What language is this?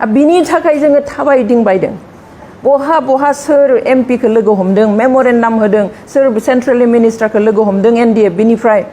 Bodo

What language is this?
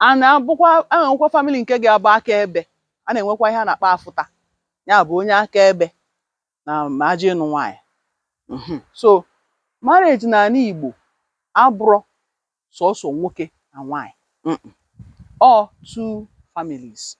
Igbo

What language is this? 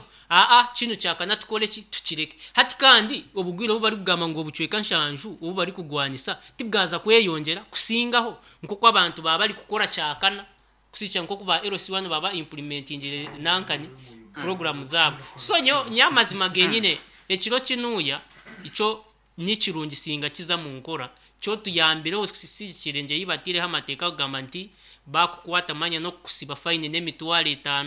Nyankole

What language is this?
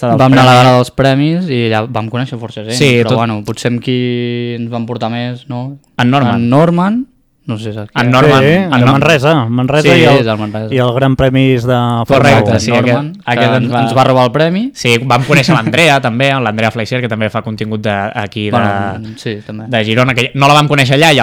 Catalan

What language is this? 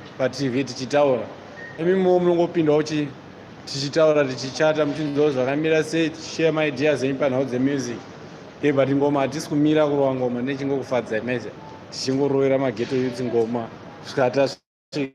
Shona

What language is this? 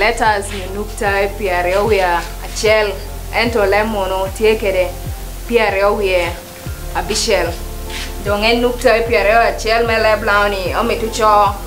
Lango (Uganda)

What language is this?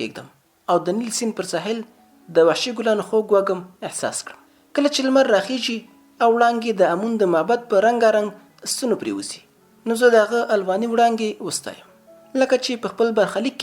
Pashto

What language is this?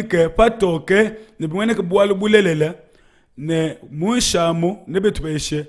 Luba-Lulua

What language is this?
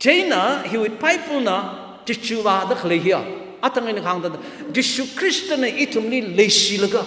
Tangkhul Naga (India)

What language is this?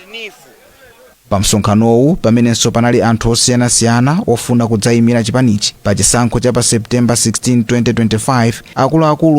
Nyanja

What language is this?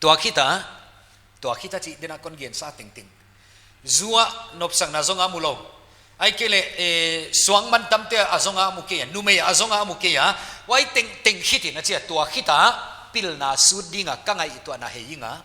Paite Chin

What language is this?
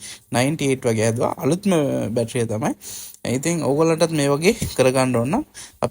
Sinhala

